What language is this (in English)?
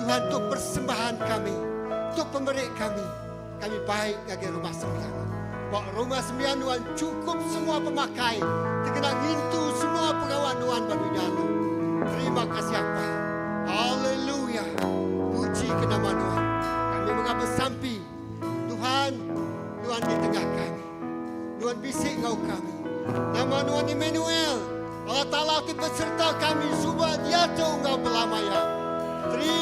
Iban